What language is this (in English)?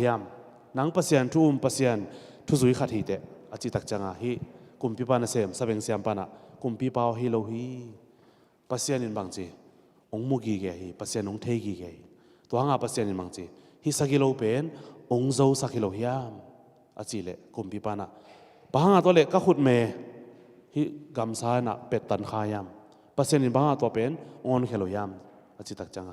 Tedim Chin